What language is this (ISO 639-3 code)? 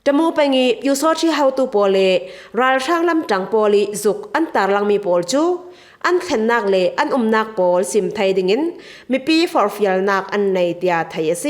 cfm